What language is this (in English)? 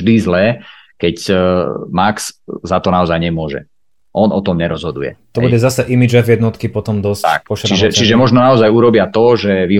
Slovak